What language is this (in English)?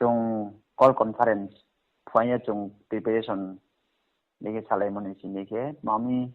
Riang (India)